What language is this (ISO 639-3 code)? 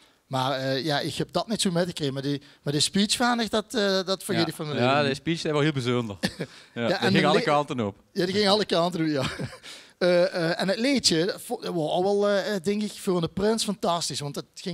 lim